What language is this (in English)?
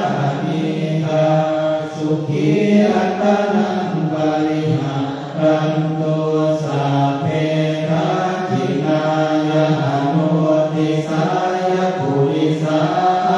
Pali